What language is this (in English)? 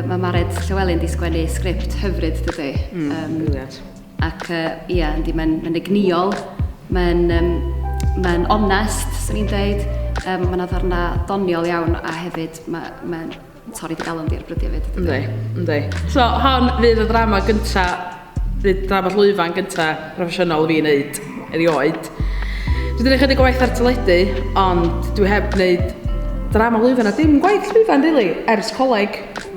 Welsh